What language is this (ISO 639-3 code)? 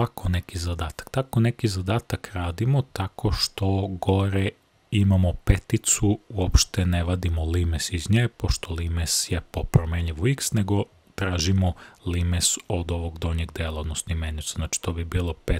srp